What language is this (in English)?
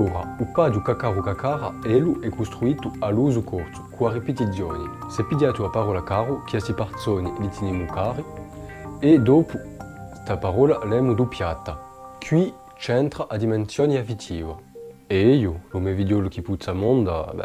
Corsican